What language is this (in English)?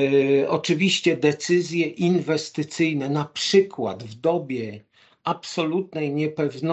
Polish